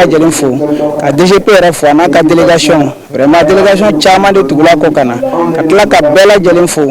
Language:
Bambara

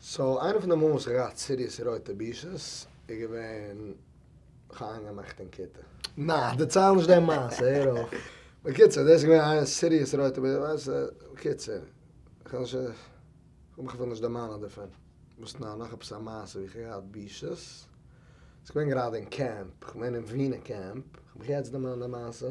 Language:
Yiddish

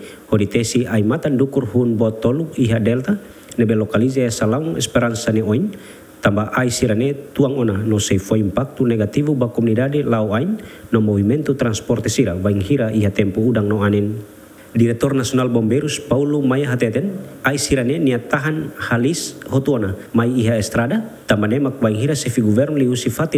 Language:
Tetum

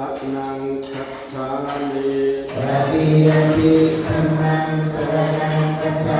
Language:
Pali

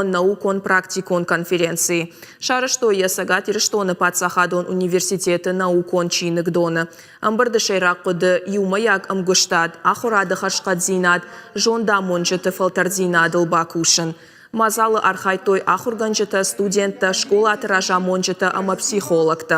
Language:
Ossetic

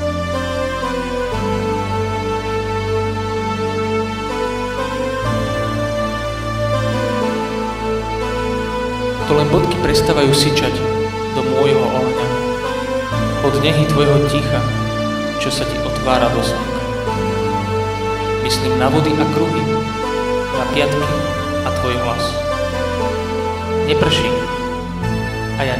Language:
Slovak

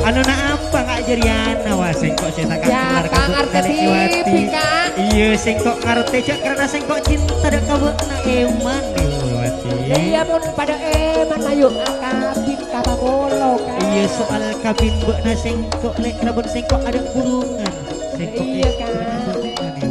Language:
Madurese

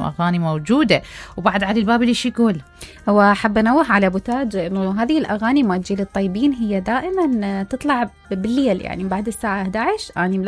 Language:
Mesopotamian Arabic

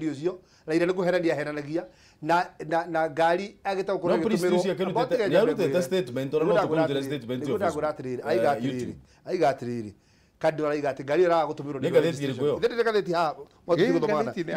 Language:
Kikuyu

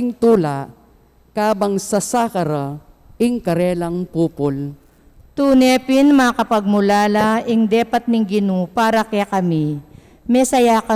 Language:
Pampanga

